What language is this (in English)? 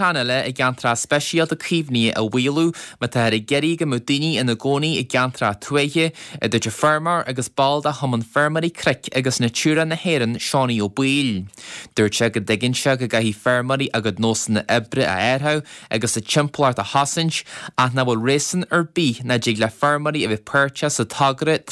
Irish